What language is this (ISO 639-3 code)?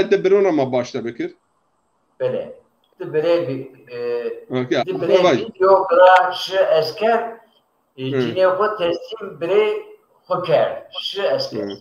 zza